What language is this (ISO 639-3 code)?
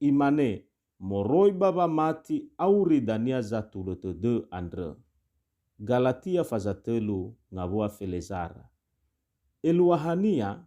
nia